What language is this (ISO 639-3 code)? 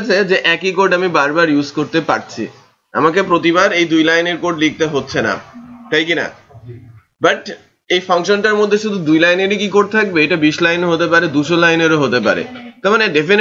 ben